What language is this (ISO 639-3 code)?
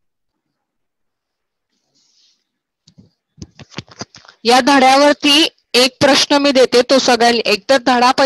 mar